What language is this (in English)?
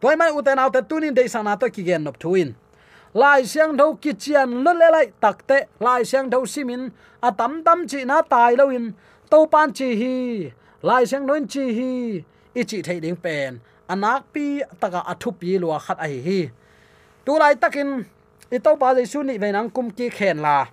Tedim Chin